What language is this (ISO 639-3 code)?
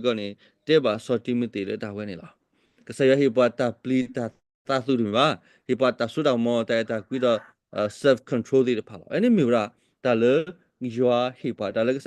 ksw